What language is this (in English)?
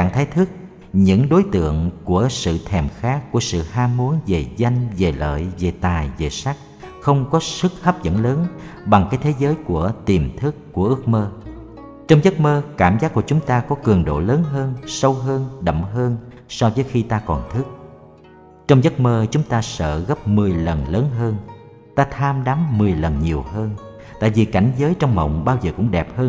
Vietnamese